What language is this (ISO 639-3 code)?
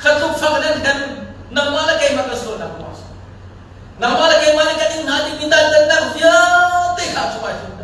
cnh